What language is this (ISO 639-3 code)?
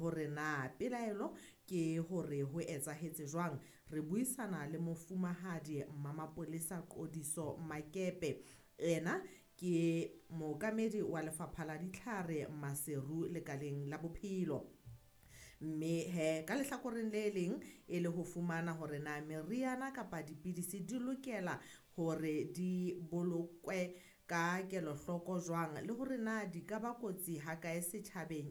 sot